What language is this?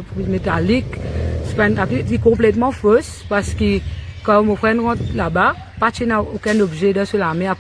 Morisyen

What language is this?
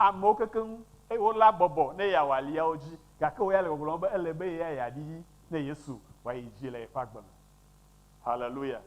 Ewe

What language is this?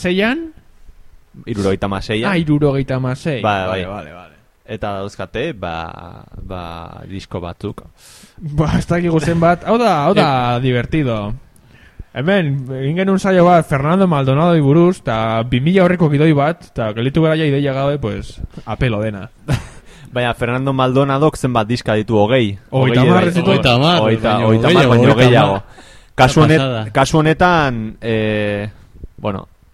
Basque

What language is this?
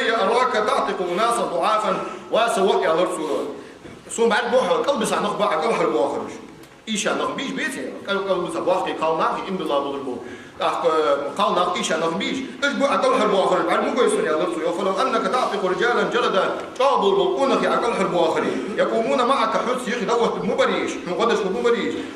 Ingush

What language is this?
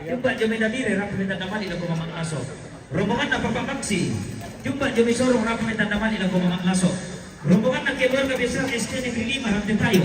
Toraja-Sa'dan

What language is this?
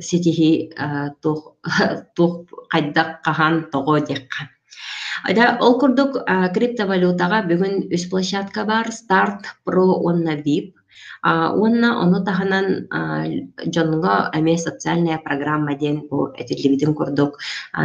Yakut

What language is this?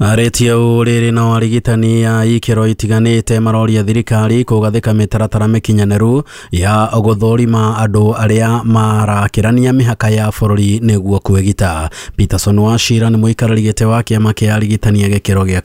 Kikuyu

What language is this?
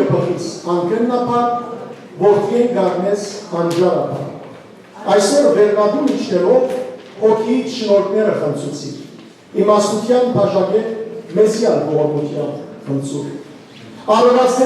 Western Armenian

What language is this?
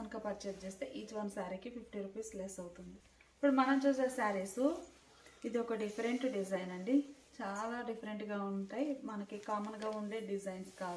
Telugu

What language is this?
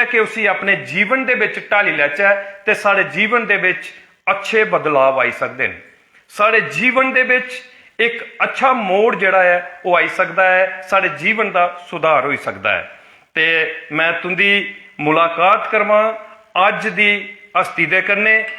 Dogri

